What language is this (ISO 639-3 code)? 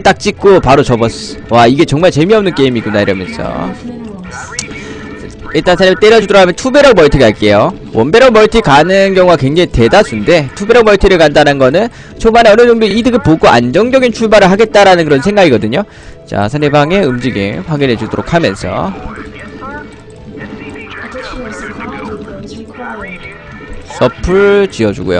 kor